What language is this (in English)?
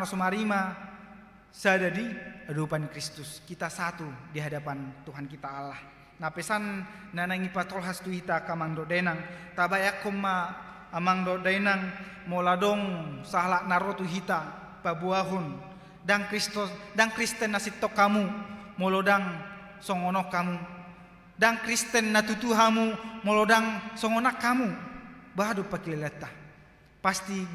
Batak Toba